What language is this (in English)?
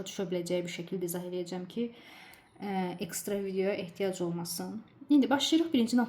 Azerbaijani